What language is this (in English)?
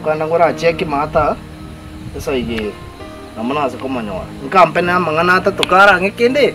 Gusii